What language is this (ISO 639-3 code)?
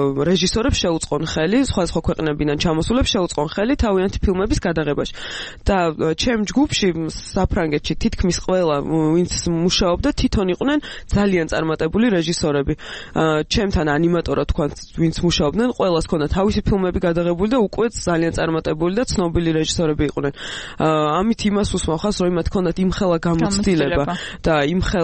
kat